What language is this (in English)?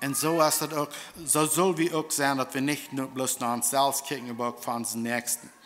Plautdietsch